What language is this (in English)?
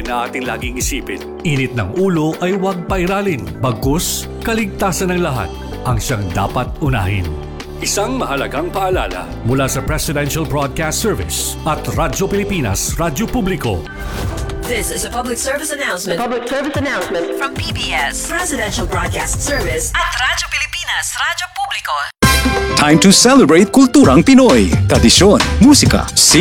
Filipino